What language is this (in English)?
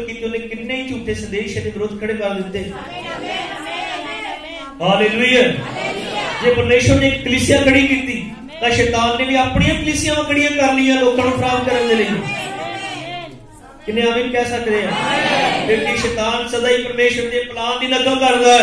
Punjabi